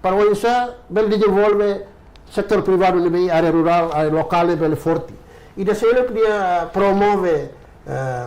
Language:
Tetum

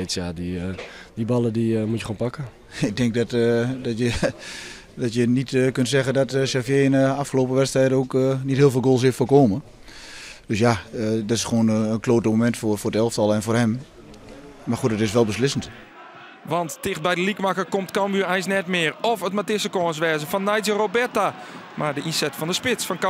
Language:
Western Frisian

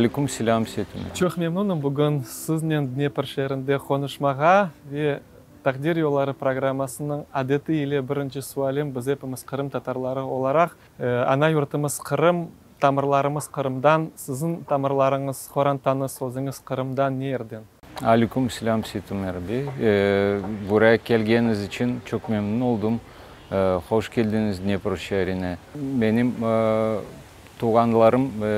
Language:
Crimean Tatar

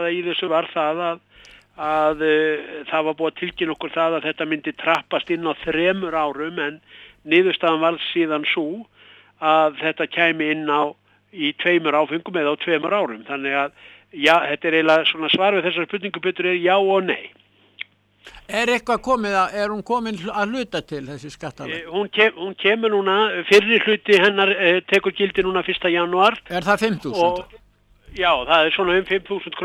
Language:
Icelandic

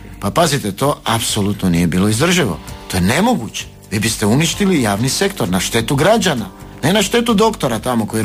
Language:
Croatian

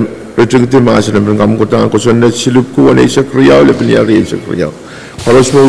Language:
Pohnpeian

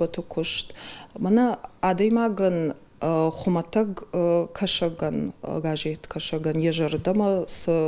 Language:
Ossetic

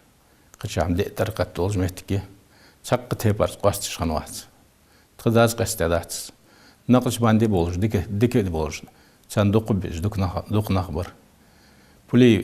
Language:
Ingush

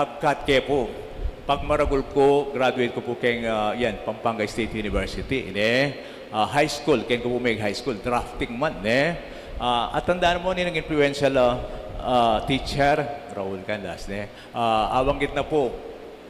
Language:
Pampanga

